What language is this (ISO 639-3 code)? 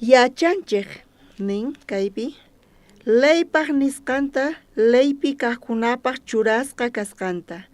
quh